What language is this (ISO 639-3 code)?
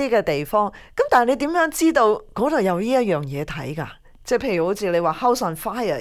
yue